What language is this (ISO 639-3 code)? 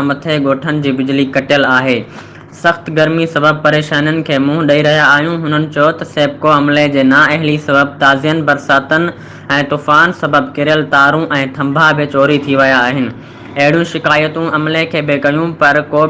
snd